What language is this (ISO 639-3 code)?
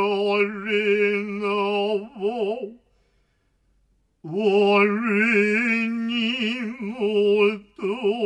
jpn